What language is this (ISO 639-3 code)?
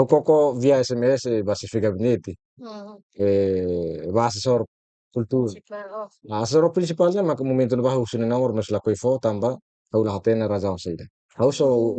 tet